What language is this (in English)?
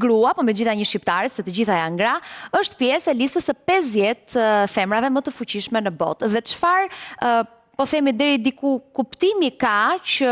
Albanian